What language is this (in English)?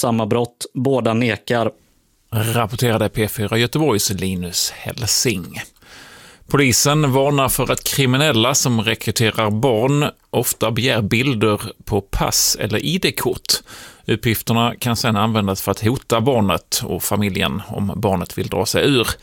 Swedish